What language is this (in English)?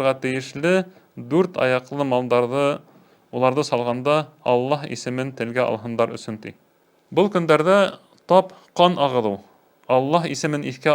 Bashkir